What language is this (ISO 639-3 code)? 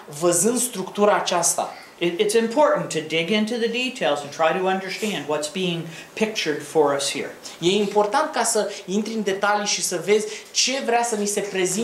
ron